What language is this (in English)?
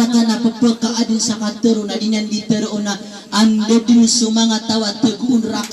Maranao